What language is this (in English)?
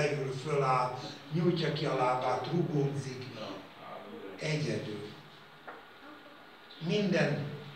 Hungarian